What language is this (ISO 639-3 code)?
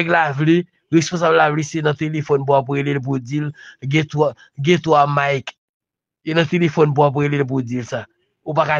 hat